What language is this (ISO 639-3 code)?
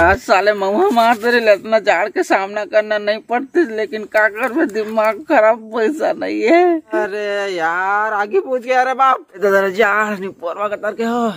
hne